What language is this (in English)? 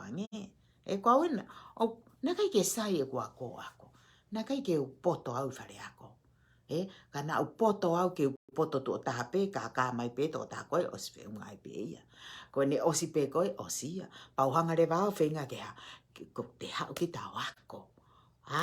Tongan